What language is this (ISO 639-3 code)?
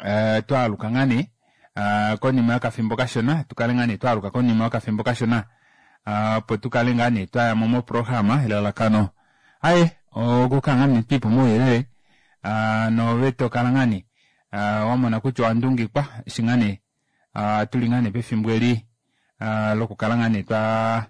kua